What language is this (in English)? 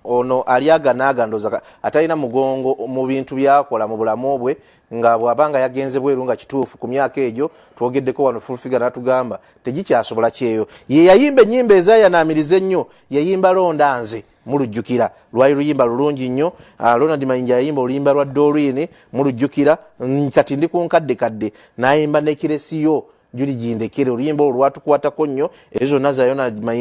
Ganda